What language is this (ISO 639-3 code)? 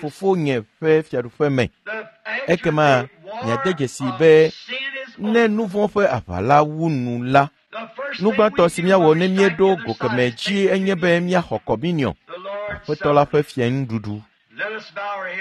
ewe